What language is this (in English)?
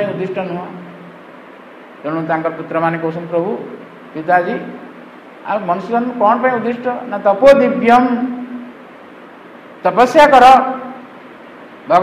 Odia